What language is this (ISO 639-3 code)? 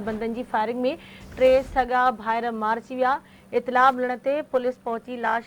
snd